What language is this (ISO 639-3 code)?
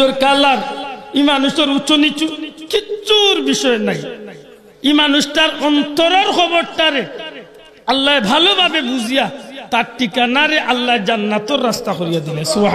syl